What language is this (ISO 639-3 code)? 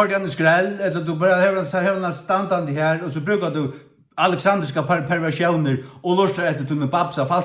fao